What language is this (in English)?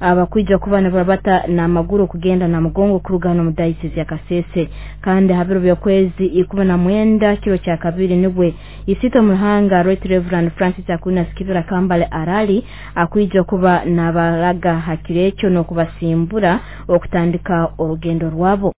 Nyoro